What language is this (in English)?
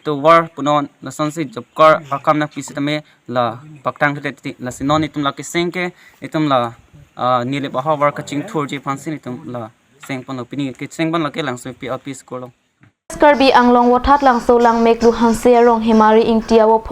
Karbi